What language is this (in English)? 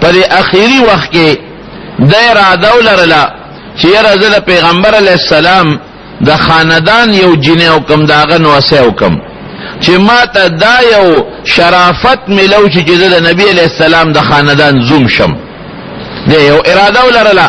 Pashto